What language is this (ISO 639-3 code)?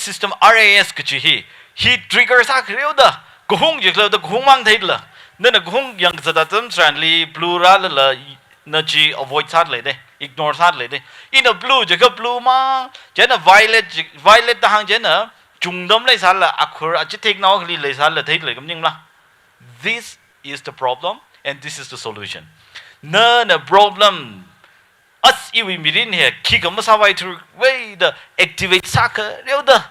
nmf